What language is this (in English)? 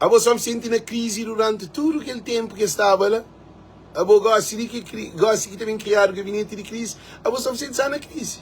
Kabuverdianu